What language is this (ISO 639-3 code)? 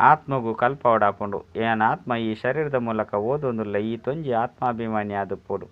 tcy